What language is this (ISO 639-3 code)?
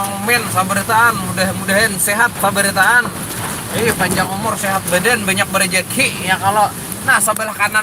bjn